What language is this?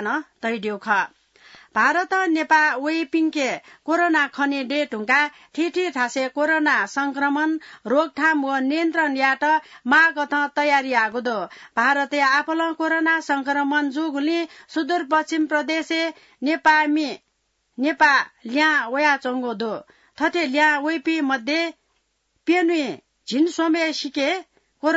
Newari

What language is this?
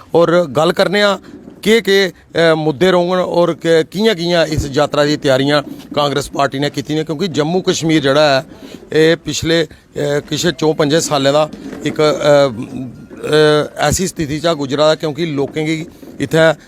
Dogri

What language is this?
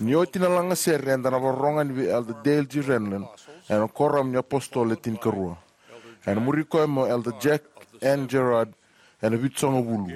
Fijian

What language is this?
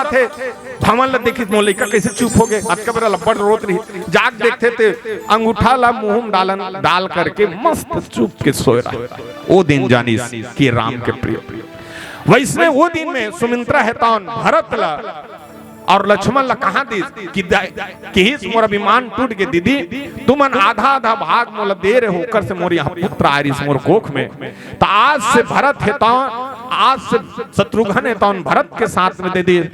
Chhattisgarhi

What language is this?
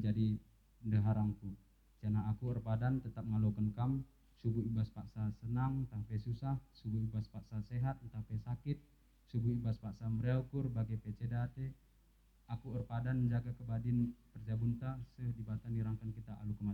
Batak Karo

